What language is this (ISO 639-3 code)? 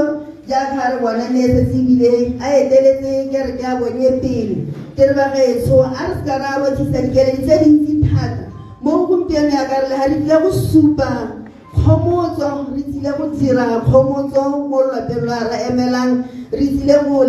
tsn